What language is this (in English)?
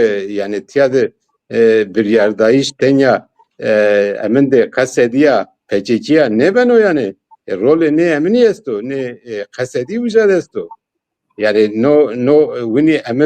Zaza